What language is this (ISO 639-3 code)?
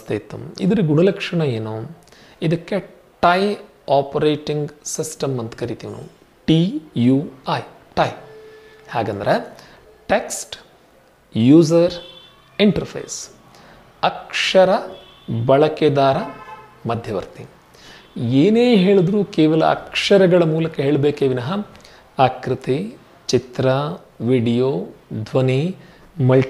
kan